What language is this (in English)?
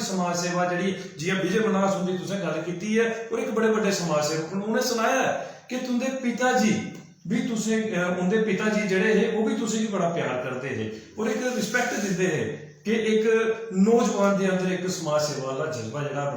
Dogri